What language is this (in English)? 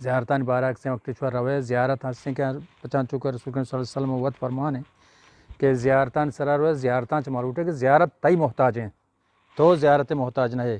Eastern Balochi